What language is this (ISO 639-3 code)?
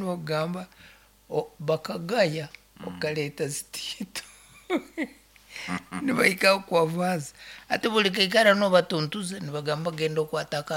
nyo